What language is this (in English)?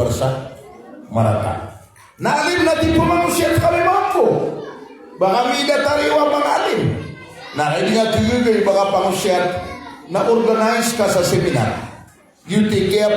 Maranao